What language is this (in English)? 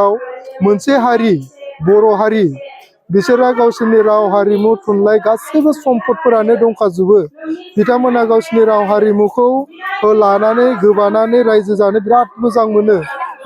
Bodo